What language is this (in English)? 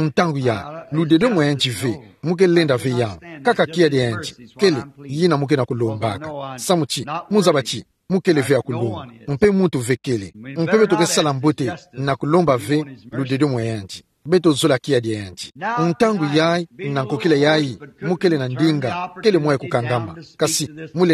Kituba (Democratic Republic of Congo)